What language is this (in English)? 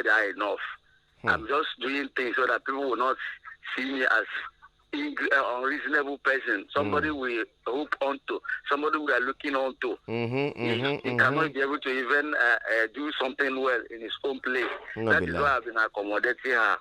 Nigerian Pidgin